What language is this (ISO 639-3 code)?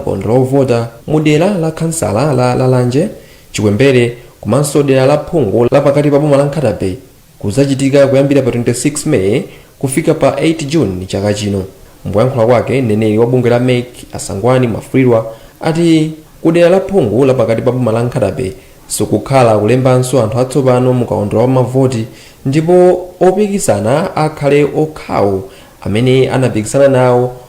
nya